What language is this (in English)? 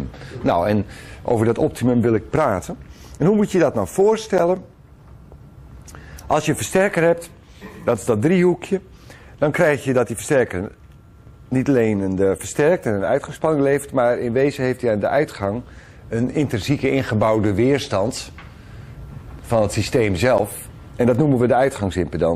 Dutch